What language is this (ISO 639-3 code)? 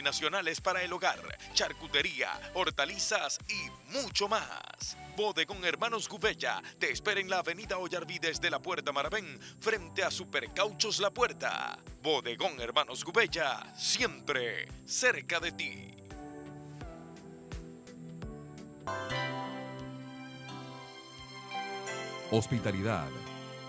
spa